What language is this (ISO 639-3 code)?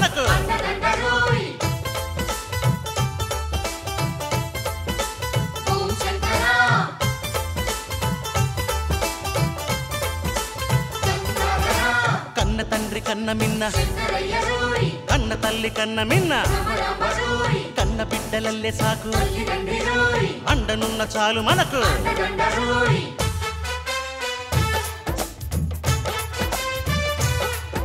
tel